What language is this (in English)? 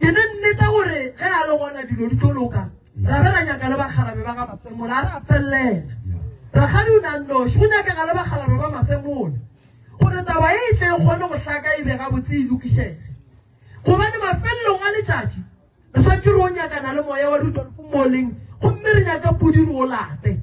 Northern Sotho